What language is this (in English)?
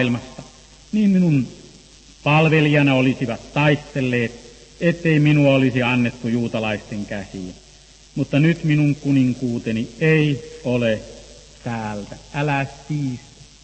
Finnish